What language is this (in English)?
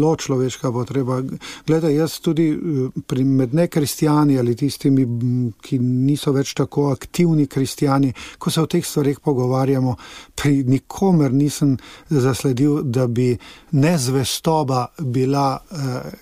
Slovenian